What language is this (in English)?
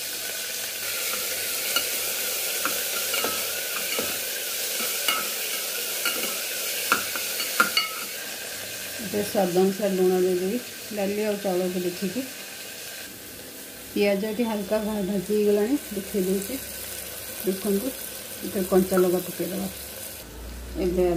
Odia